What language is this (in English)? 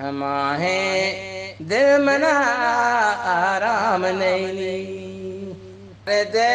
Eastern Balochi